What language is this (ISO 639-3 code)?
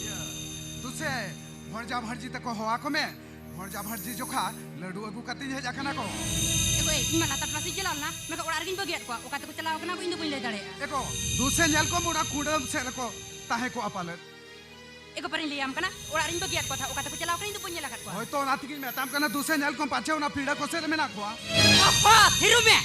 sat